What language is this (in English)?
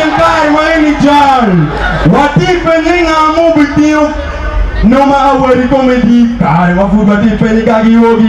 Acoli